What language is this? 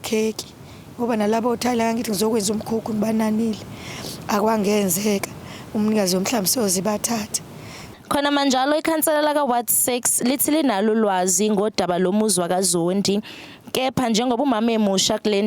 Zulu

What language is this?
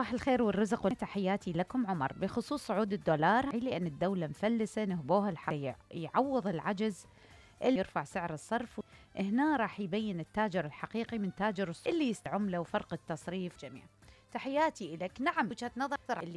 Mesopotamian Arabic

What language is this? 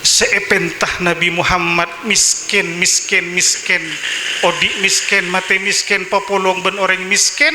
Madurese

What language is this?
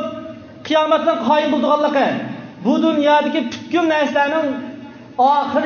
Uyghur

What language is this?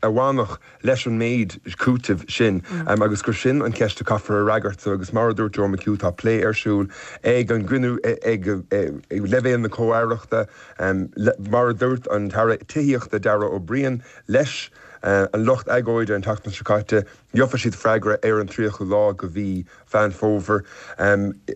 Irish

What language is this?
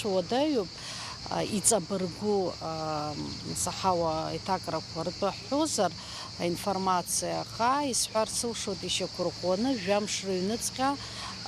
Abkhazian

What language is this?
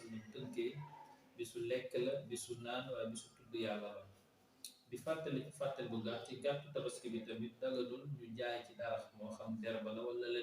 Wolof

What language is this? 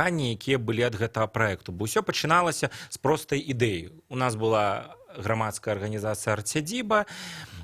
Belarusian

